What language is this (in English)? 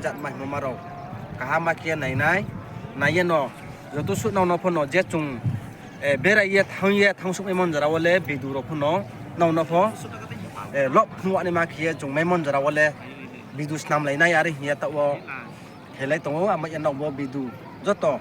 Riang (India)